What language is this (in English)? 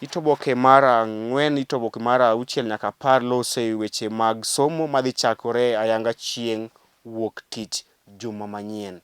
Luo (Kenya and Tanzania)